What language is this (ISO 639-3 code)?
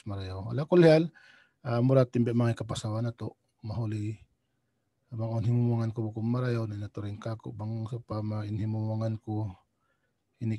tsg